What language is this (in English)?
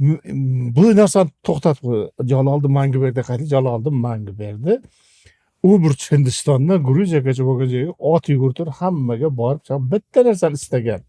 Uzbek